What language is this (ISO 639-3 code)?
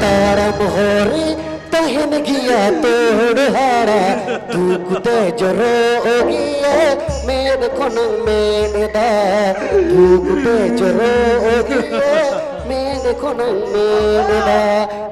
sat